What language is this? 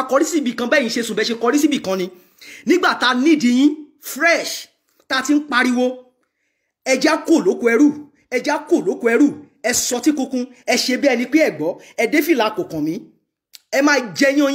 Yoruba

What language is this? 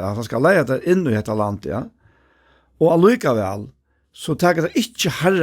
Faroese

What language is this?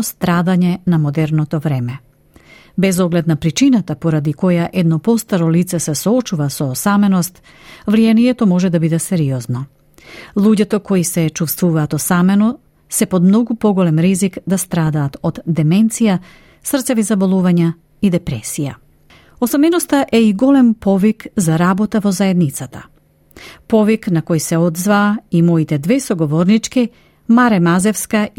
Macedonian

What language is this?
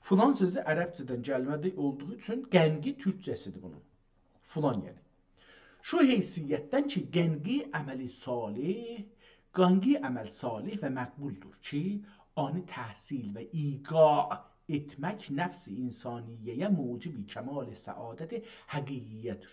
South Azerbaijani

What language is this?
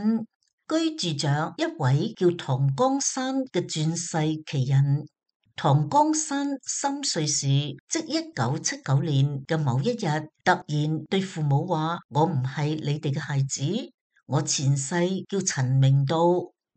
Cantonese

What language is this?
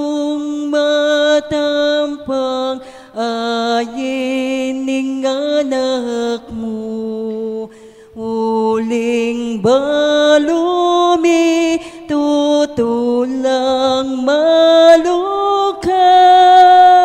Pampanga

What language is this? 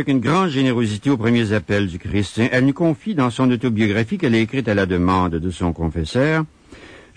French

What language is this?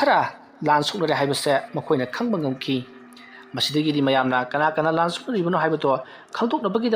Manipuri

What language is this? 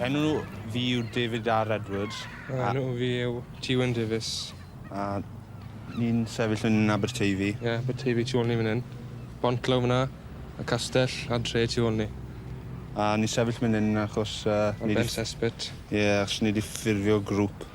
Welsh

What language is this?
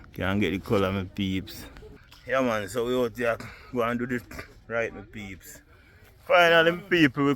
Jamaican Creole English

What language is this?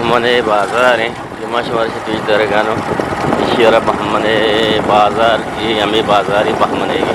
Eastern Balochi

